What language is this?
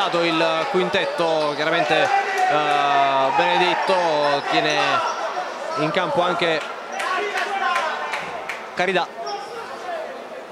Italian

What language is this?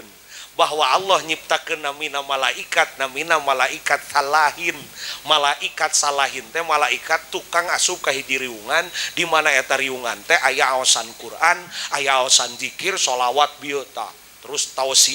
Sundanese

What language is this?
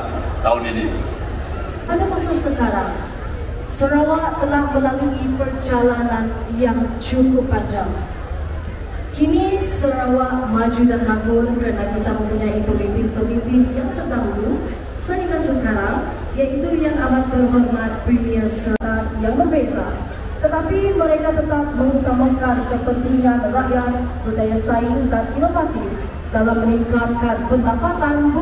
Malay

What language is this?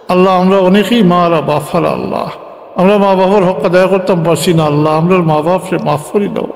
Sylheti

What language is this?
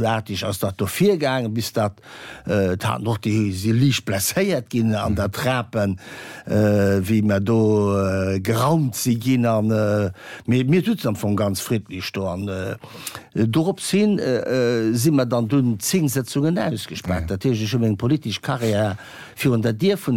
Luxembourgish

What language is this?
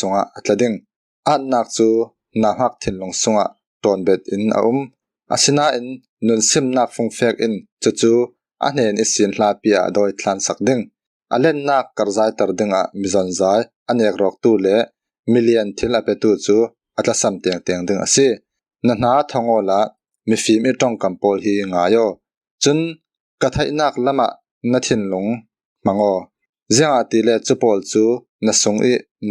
Falam Chin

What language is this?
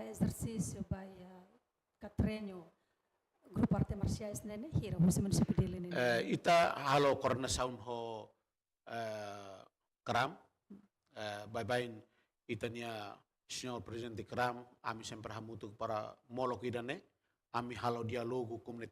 Tetum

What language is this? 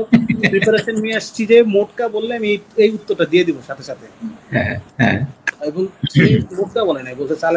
Bangla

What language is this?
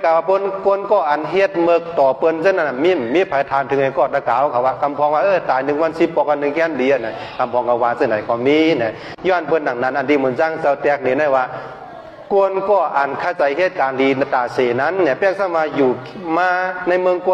Shan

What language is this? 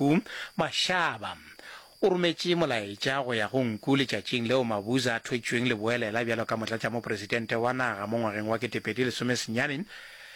Northern Sotho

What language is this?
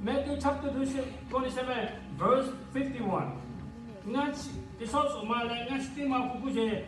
Lahu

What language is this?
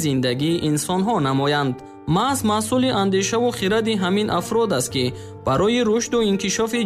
Tajik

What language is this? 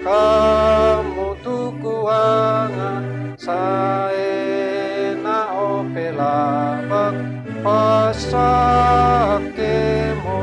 Toraja-Sa'dan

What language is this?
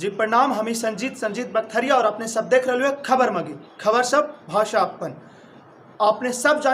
Magahi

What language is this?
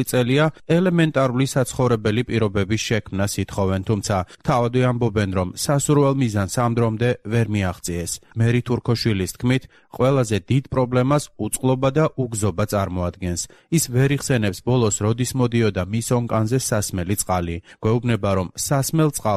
Georgian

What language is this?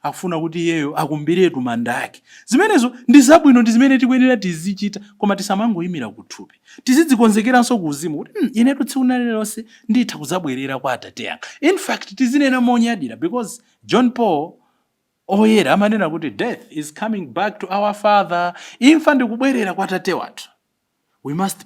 Nyanja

